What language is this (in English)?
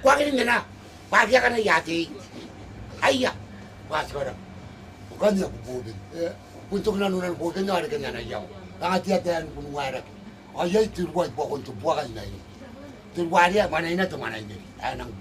Gilbertese